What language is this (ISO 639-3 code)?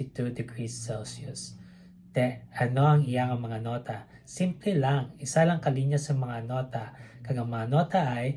hil